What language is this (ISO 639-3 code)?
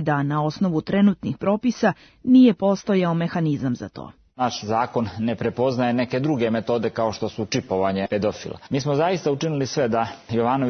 srp